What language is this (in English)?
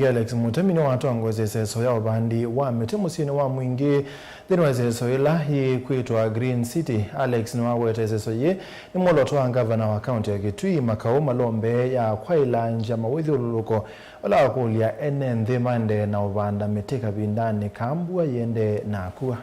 Kamba